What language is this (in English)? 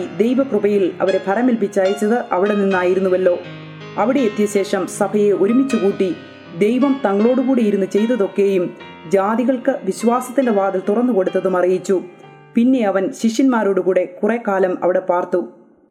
Malayalam